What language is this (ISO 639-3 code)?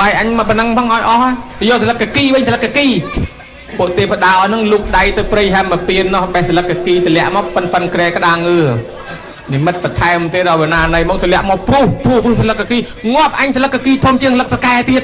khm